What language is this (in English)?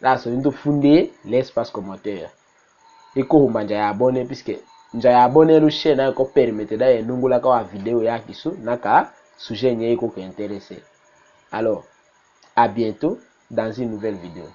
Tetela